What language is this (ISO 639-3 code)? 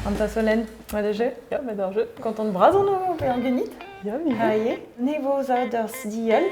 bre